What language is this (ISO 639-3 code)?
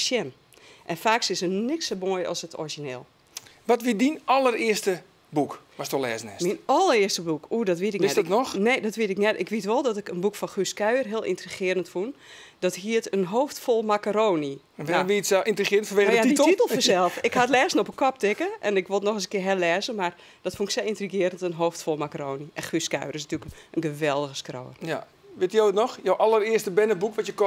fry